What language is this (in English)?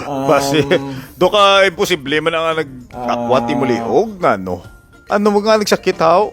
Hiligaynon